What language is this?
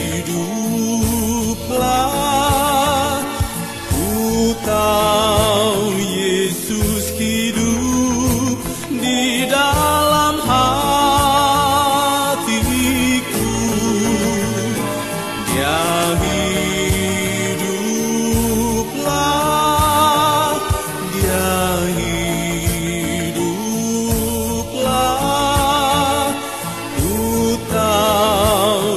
Indonesian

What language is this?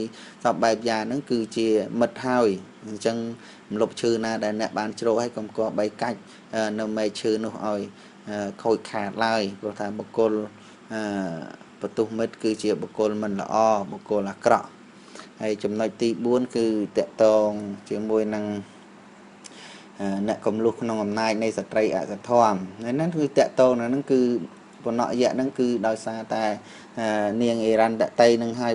Khmer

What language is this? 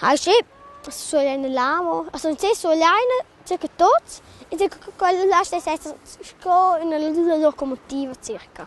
Romansh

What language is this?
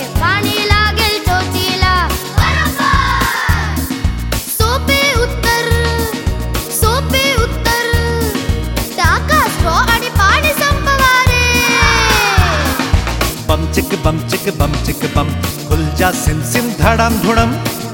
Marathi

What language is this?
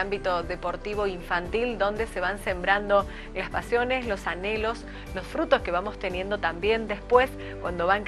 Spanish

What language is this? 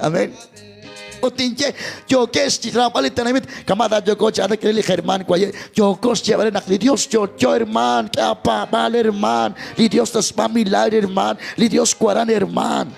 Kekchí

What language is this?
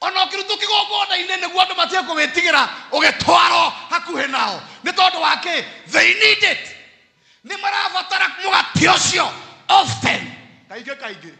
Kikuyu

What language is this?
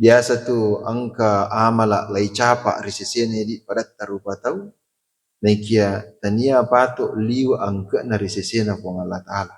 Buginese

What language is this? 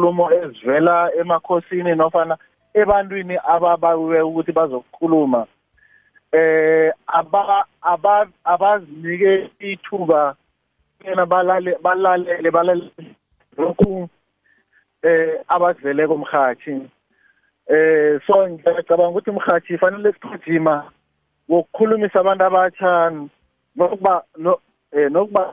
South Ndebele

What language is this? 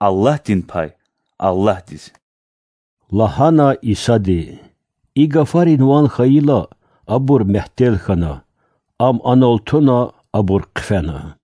Lezghian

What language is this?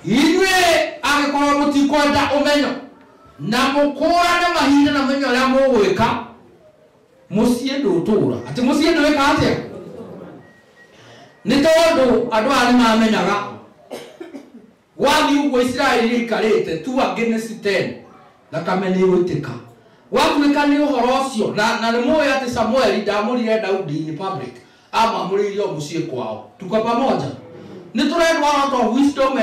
Kikuyu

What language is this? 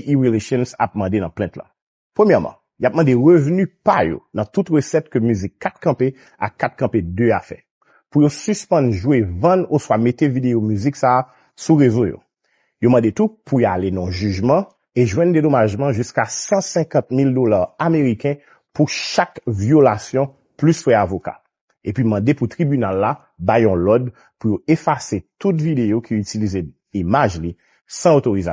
Haitian Creole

